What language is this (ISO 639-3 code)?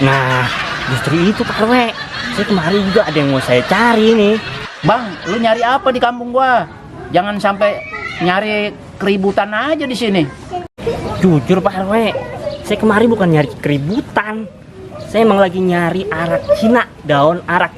bew